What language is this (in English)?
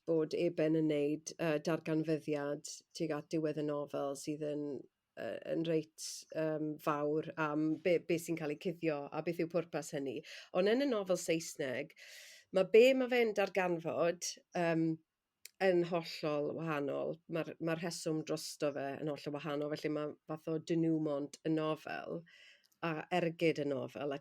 Welsh